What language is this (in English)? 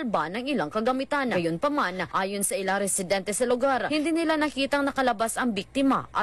Filipino